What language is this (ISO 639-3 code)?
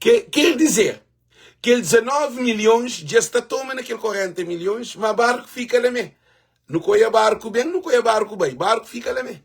kea